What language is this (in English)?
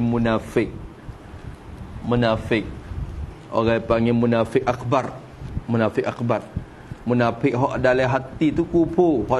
Malay